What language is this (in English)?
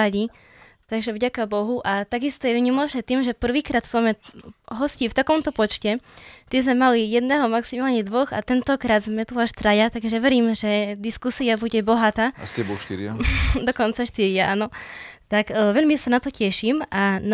Slovak